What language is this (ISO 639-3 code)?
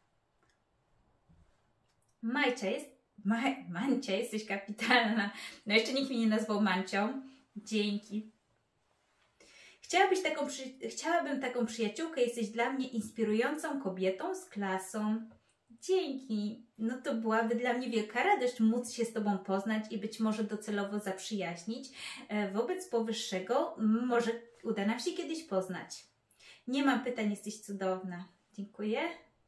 pol